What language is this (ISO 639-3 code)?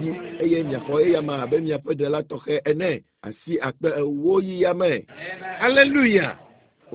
ewe